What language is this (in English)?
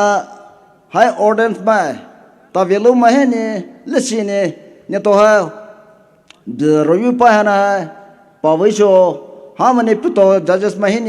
Poumei Naga